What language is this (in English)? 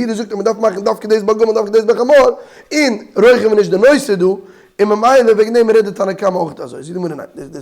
Yiddish